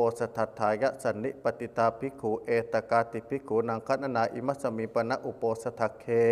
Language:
Pali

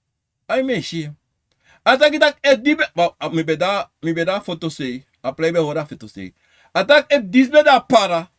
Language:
Sranan Tongo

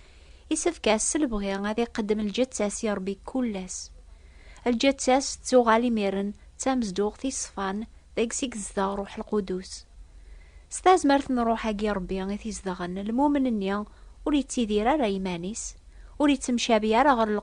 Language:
Kabyle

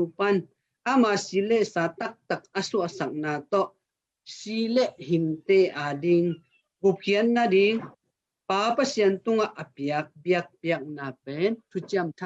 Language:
Tedim Chin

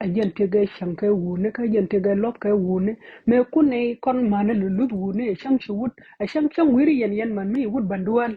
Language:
Nuer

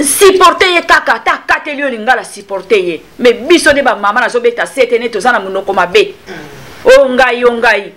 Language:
Lingala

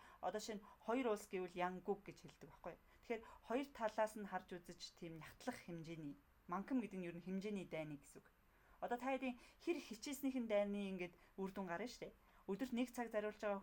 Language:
Mongolian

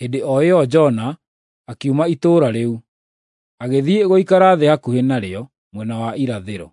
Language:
Kikuyu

